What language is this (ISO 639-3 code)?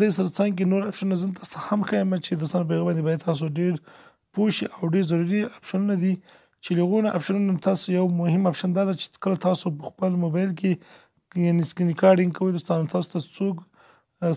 pus